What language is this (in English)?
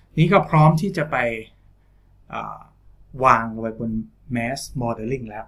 Thai